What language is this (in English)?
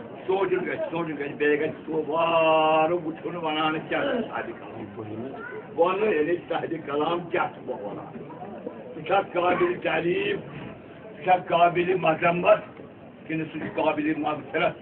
Kashmiri